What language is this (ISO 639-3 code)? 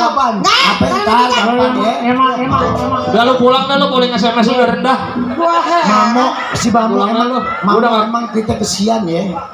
bew